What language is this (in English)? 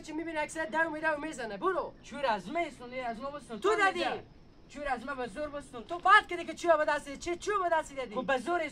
Hazaragi